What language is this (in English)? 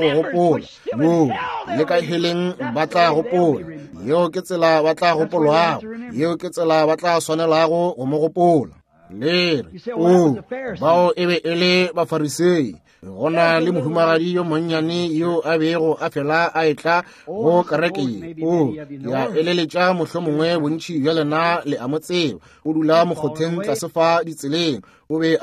Northern Sotho